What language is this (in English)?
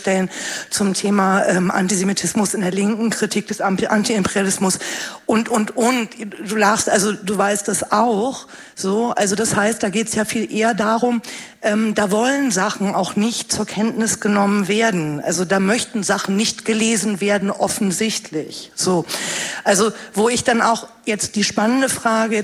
German